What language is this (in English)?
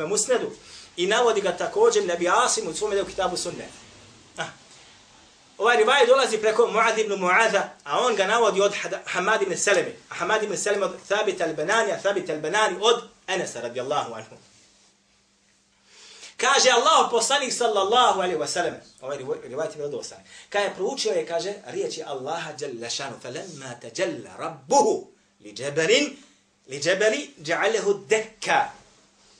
Bosnian